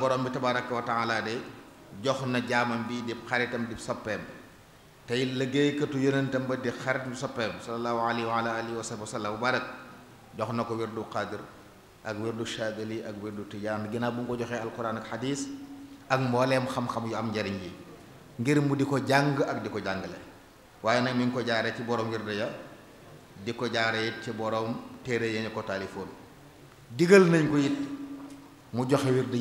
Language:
Wolof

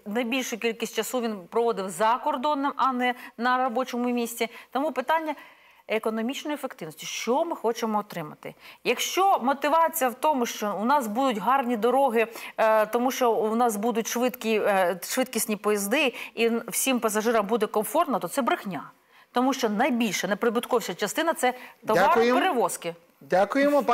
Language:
Ukrainian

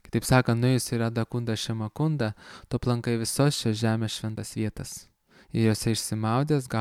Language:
Lithuanian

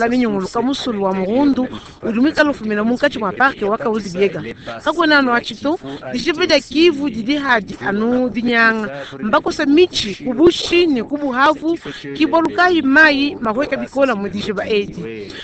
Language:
Luba-Lulua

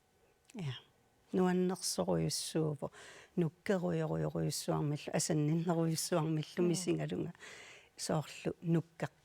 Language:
Kalaallisut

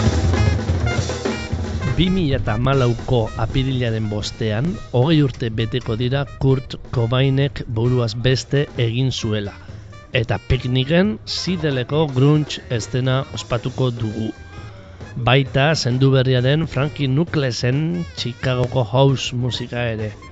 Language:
Basque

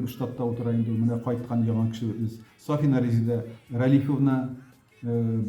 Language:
Tatar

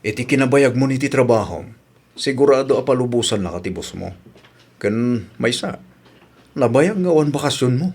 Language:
Iloko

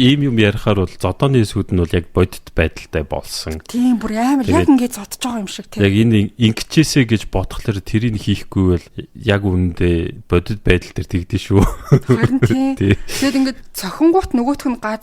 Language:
Mongolian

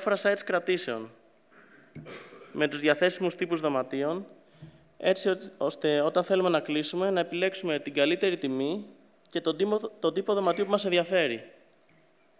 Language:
Greek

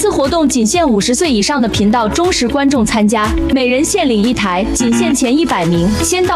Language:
Chinese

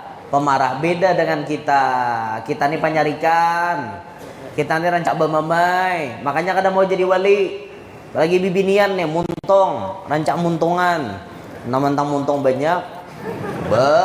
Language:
Banjar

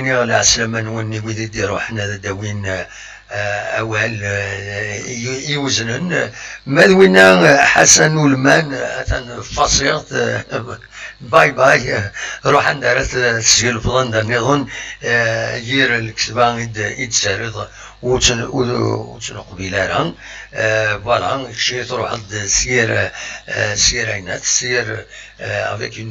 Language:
Kabyle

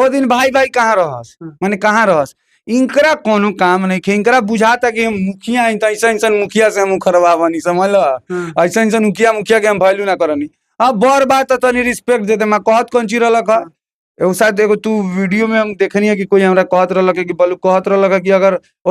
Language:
Bhojpuri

